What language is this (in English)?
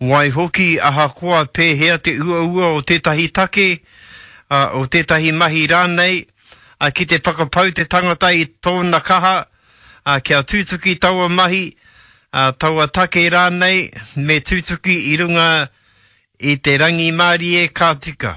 Māori